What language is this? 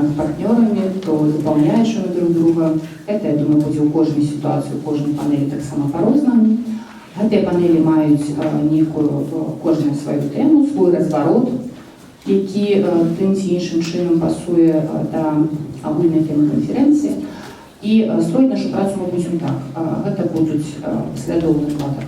Belarusian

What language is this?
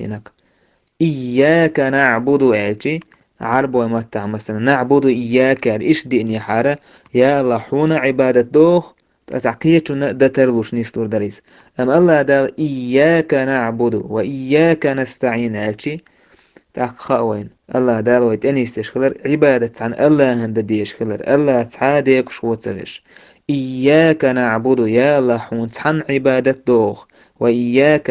Chechen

